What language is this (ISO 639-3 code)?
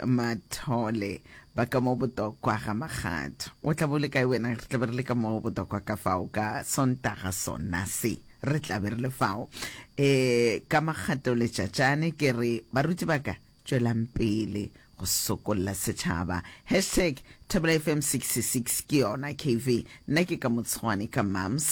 nso